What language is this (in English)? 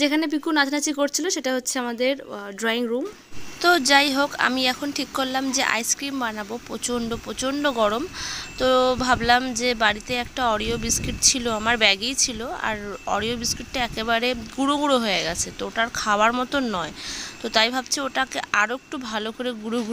Bangla